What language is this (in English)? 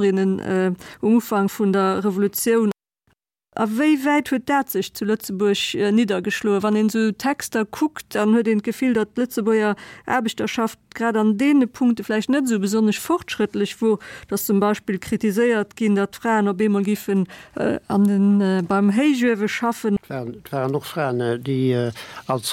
Luxembourgish